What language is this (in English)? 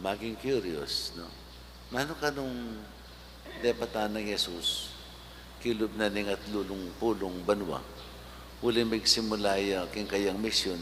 Pampanga